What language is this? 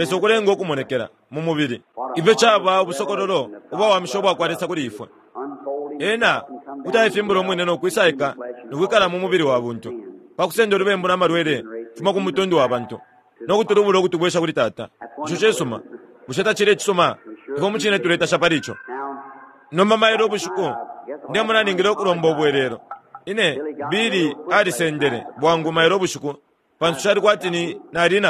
Bemba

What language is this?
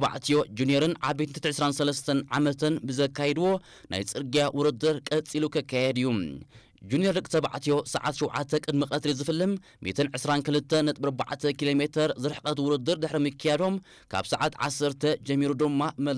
Tigrinya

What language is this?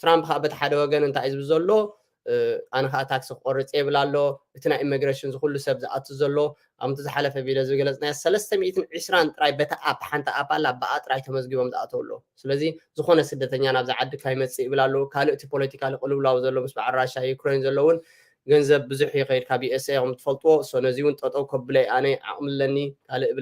Tigrinya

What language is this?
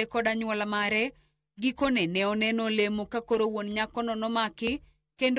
Luo (Kenya and Tanzania)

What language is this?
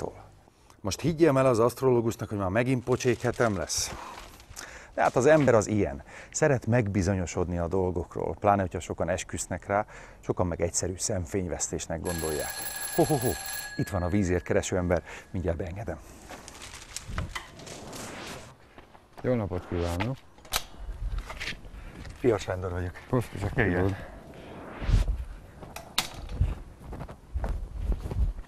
Hungarian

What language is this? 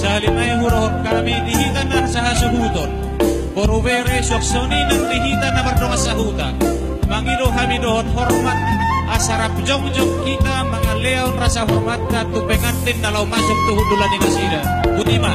Batak Toba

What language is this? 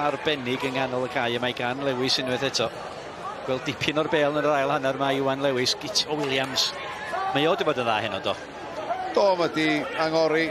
Welsh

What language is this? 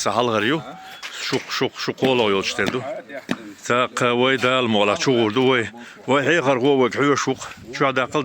Chechen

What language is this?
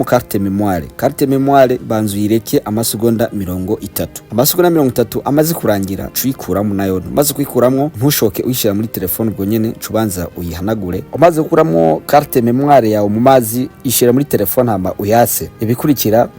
Rundi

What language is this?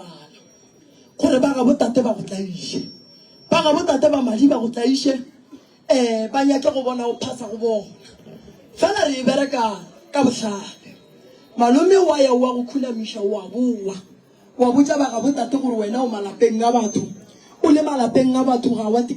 Northern Sotho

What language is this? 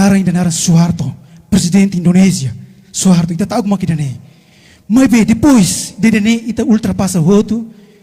Tetum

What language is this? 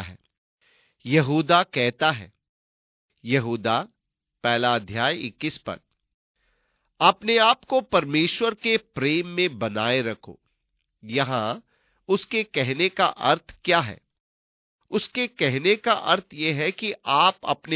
Hindi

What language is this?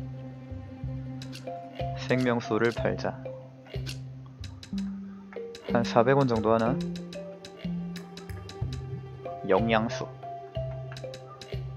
Korean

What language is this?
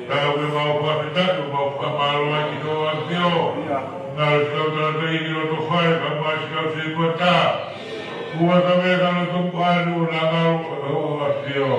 Tongan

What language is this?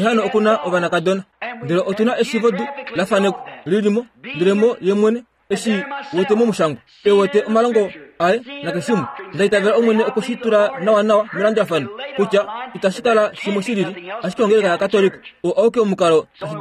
Kuanyama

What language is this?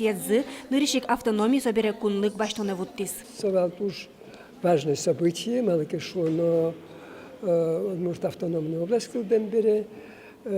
Udmurt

